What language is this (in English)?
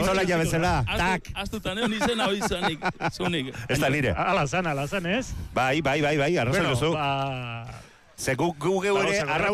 Basque